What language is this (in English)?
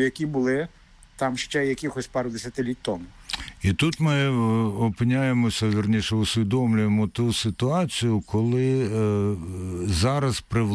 Ukrainian